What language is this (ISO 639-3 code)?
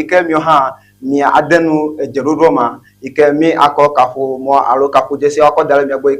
ewe